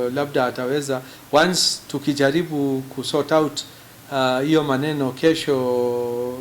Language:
Meru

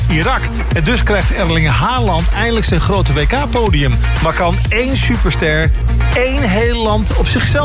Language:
Dutch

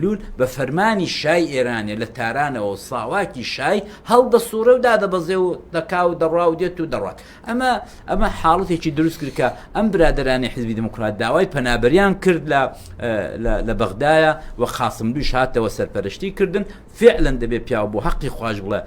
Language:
Central Kurdish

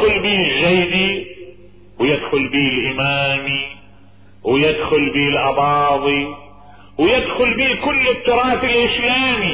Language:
Mesopotamian Arabic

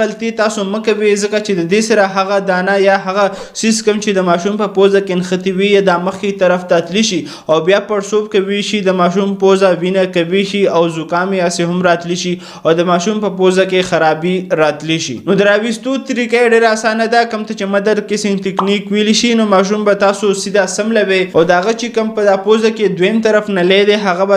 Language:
Pashto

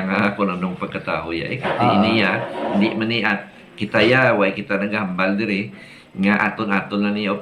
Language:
Hiligaynon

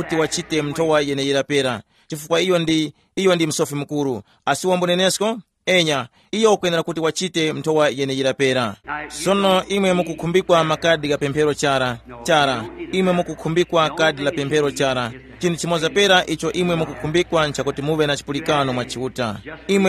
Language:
Tumbuka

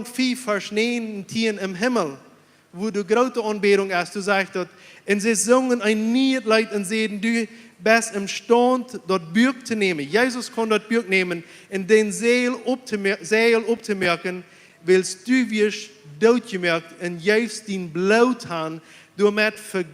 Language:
Plautdietsch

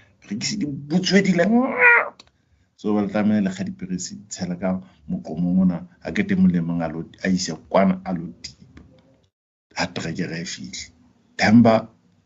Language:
Southern Sotho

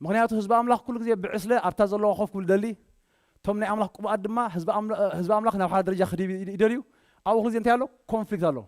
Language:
Tigrinya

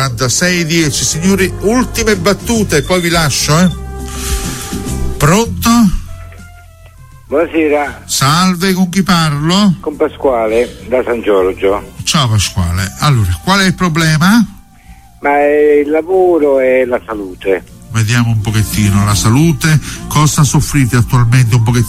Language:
Italian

